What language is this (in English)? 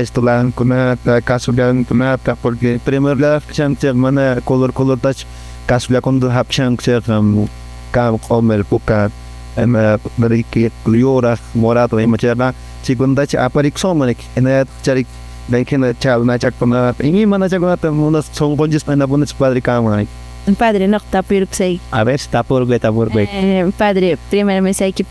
Quechua